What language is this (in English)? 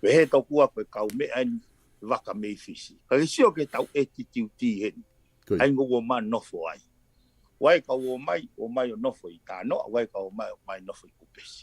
Tongan